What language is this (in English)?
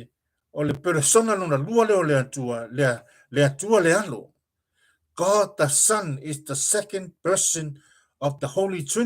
Samoan